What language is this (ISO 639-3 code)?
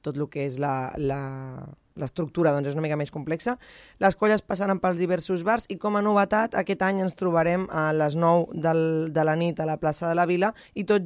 cat